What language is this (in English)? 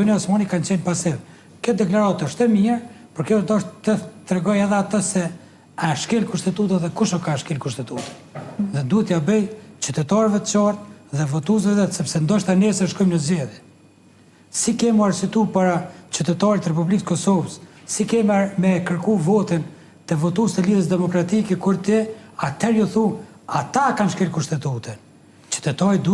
Albanian